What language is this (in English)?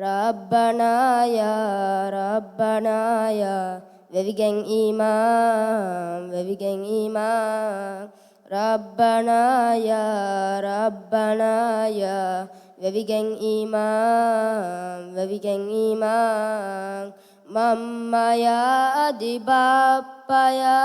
Divehi